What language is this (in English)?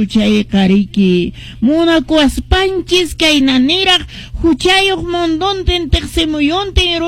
Quechua